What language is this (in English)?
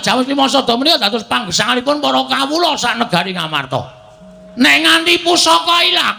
Javanese